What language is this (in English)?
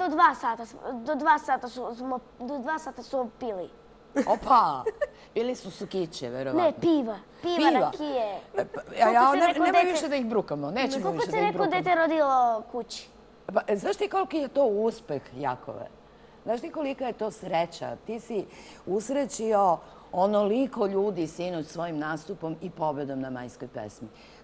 Serbian